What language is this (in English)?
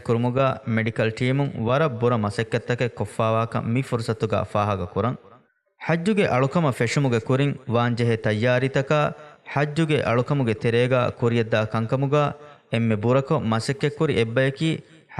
Divehi